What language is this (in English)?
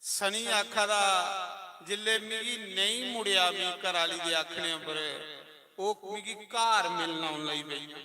Dogri